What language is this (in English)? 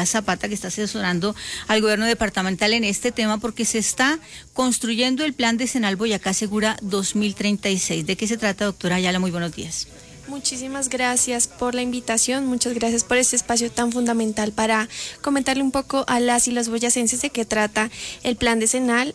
Spanish